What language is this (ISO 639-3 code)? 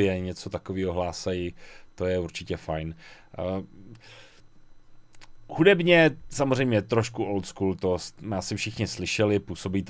ces